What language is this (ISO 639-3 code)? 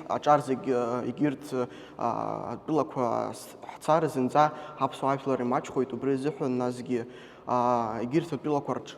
abk